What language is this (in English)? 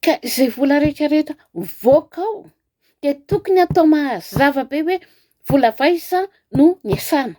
Malagasy